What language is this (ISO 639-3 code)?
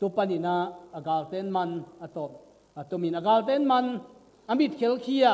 ctd